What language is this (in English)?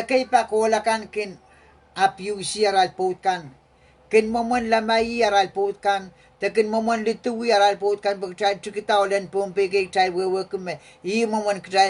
Pohnpeian